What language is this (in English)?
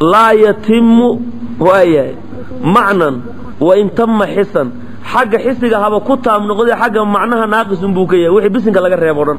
Somali